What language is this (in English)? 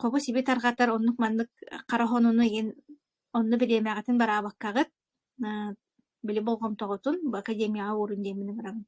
Yakut